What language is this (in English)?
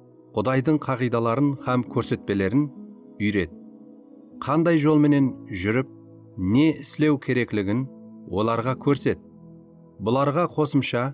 Kara-Kalpak